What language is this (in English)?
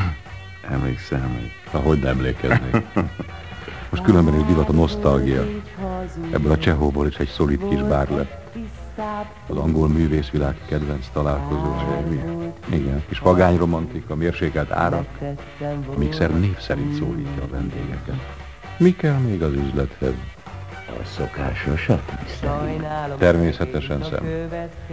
Hungarian